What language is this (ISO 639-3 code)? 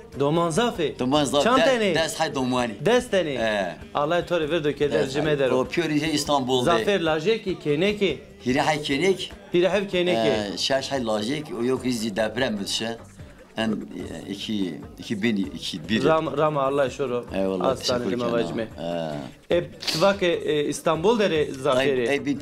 zza